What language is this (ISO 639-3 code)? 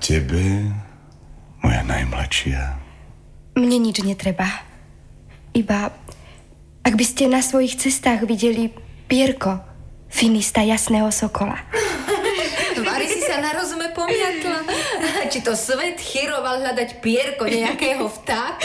slk